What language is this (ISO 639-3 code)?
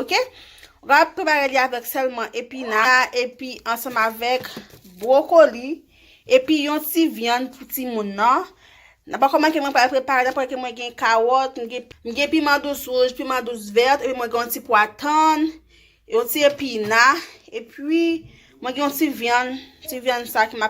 hat